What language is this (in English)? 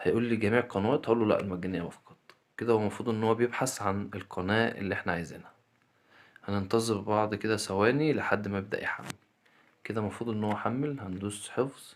Egyptian Arabic